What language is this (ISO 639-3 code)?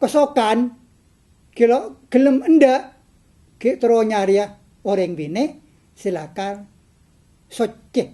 mad